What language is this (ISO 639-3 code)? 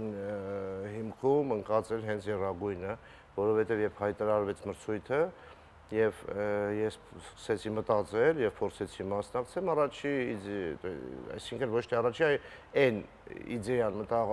hye